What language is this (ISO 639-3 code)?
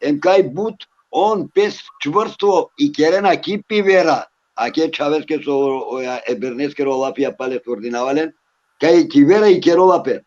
rmn